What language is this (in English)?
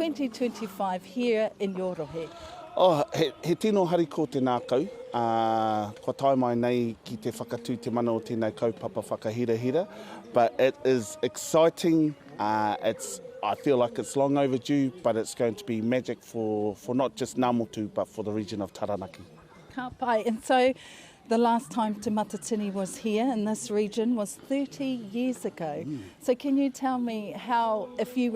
Māori